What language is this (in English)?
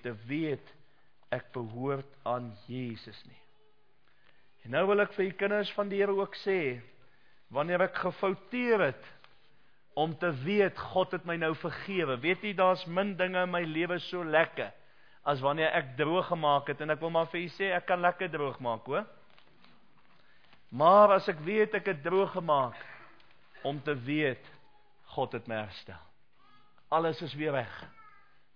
Afrikaans